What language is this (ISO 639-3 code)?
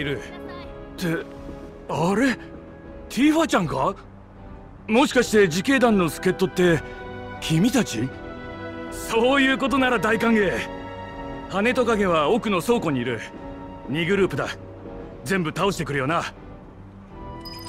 jpn